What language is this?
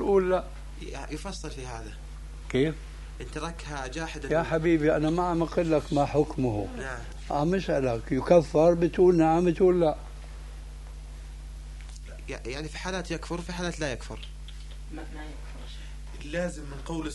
Arabic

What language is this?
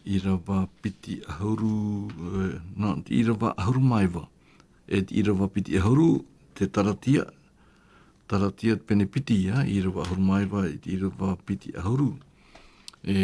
Tahitian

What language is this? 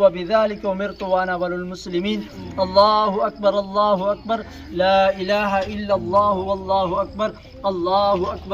Pahari-Potwari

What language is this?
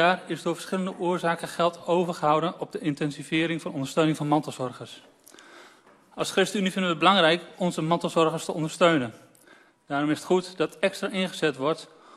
Dutch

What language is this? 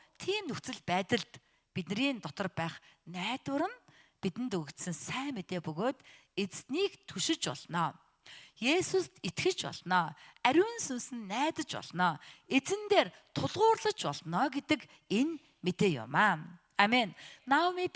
Mongolian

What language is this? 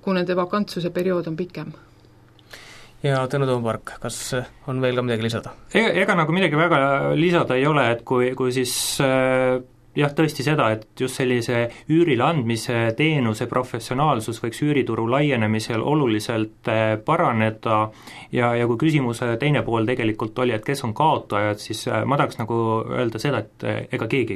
Estonian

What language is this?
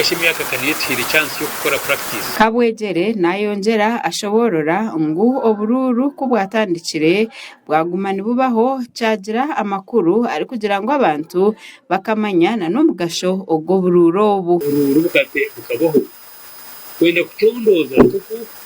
Nyankole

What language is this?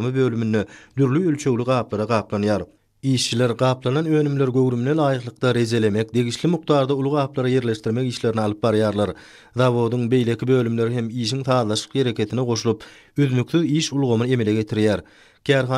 Turkmen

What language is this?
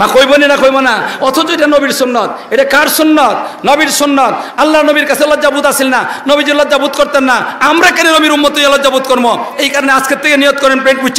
Sylheti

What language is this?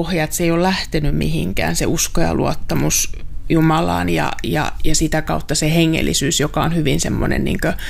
Finnish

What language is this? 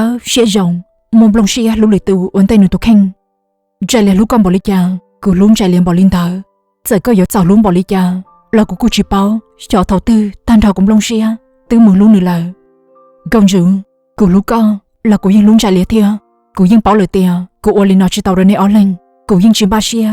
Hmong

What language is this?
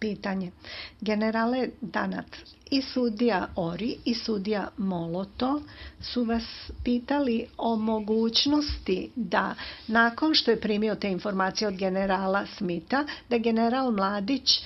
Serbian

